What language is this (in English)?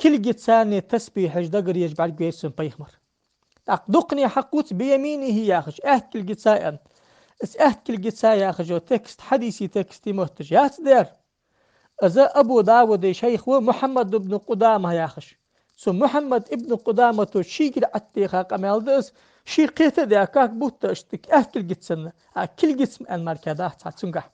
Ingush